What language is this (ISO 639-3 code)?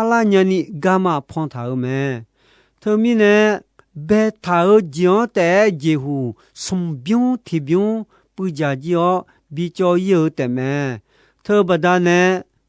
ahk